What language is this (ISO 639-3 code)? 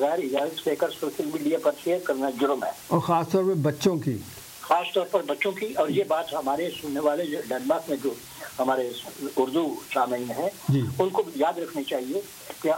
urd